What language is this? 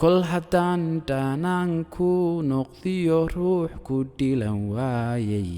Somali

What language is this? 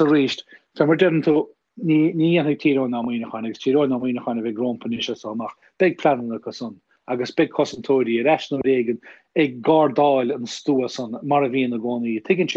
Irish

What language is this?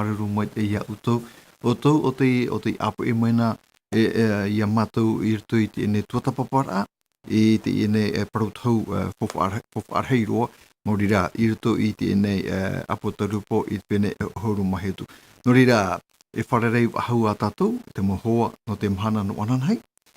Tahitian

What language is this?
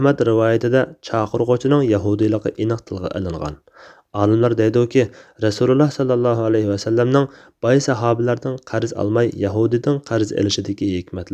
Uyghur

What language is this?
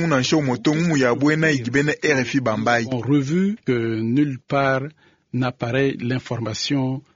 Luba-Lulua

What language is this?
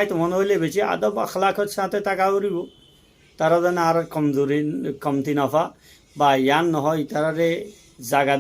Rohingya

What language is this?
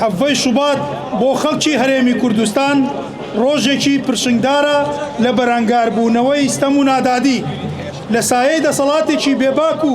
Central Kurdish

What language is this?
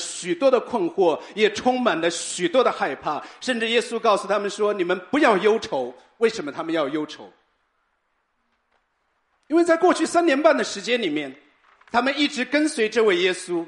Chinese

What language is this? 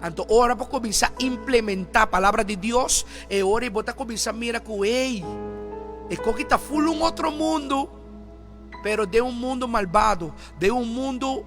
Papiamento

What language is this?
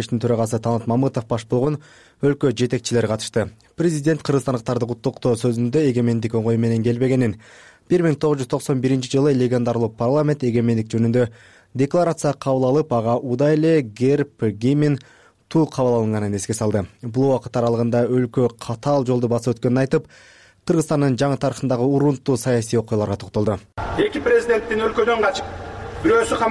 Kyrgyz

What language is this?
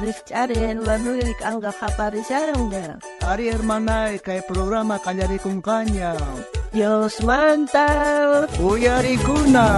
South Bolivian Quechua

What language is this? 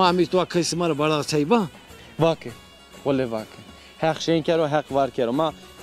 Zaza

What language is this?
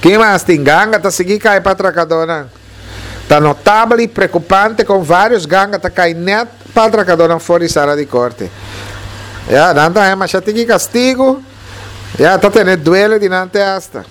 Papiamento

